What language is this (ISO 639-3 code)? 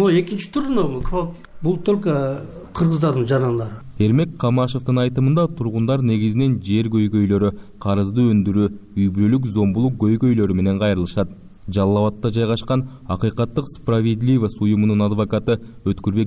kir